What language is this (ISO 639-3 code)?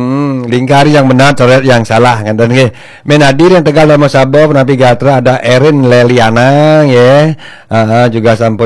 ban